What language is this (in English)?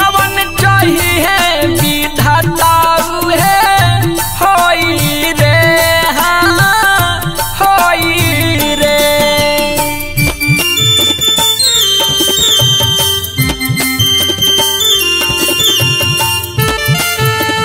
Bhojpuri